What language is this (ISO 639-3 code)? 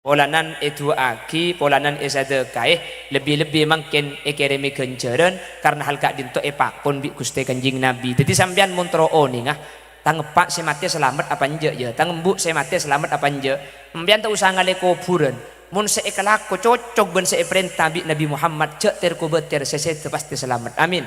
mad